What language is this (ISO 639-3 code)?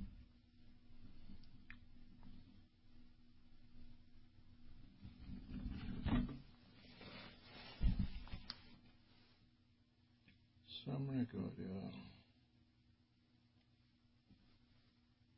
pan